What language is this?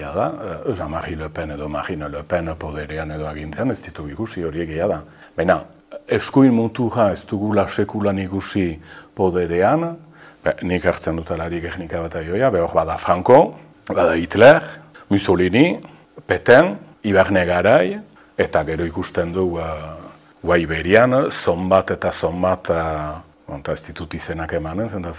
Basque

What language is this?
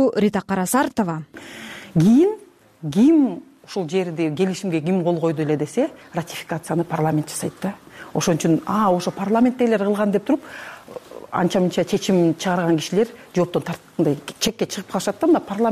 Kyrgyz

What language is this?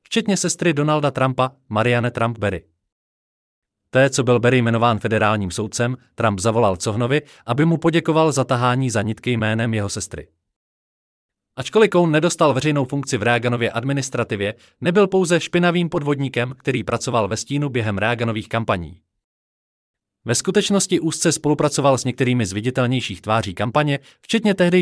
Czech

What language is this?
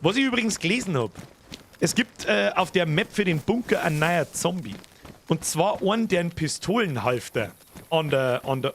Bavarian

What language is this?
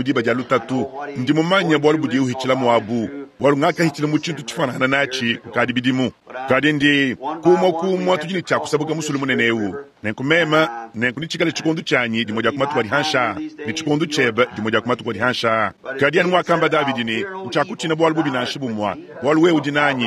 Luba-Lulua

